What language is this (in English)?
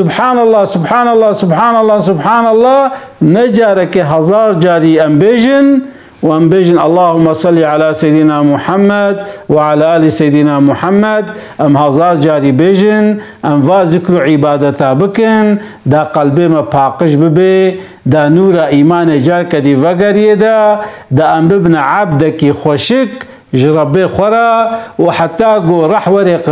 Kurdish